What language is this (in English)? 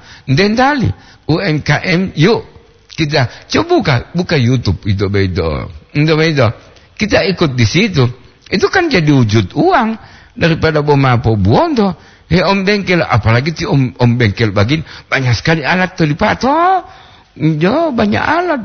Gorontalo